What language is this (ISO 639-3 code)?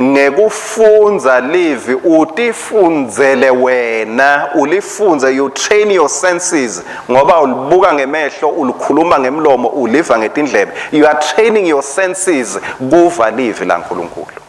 ssw